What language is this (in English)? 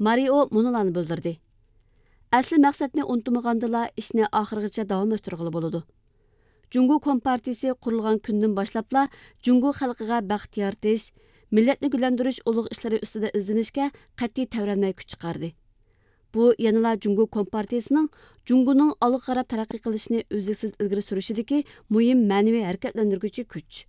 Uyghur